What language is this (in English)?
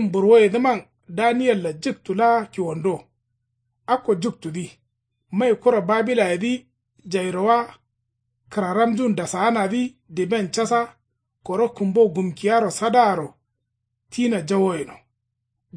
Kanuri